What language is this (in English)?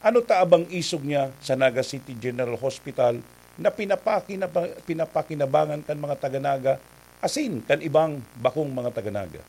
Bikol